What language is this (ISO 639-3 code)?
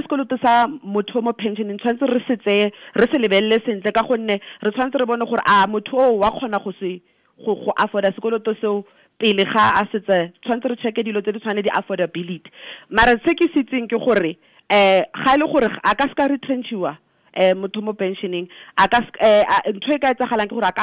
tsn